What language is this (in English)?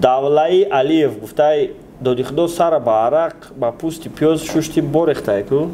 Tajik